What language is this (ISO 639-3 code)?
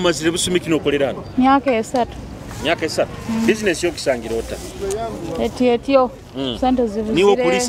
nyo